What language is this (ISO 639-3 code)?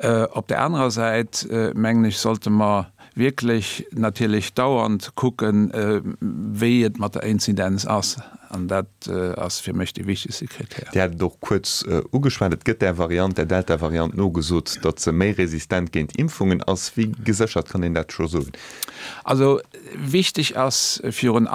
ltz